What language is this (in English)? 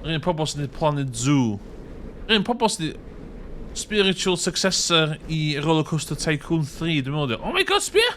Welsh